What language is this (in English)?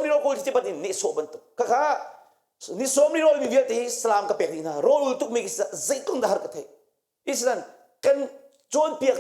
Hakha Chin